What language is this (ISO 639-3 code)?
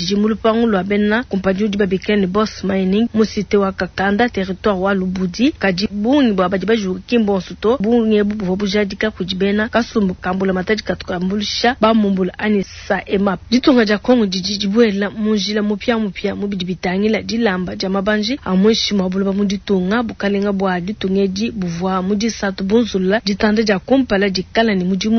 lua